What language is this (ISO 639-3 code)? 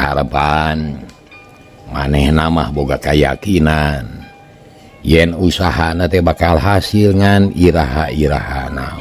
sun